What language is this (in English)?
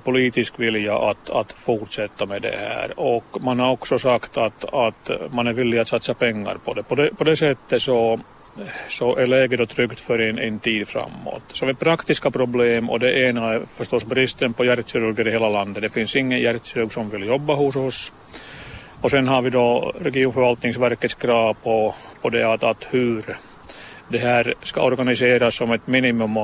Swedish